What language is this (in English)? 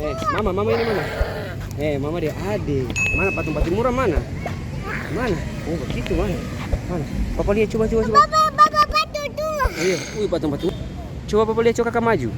Ambonese Malay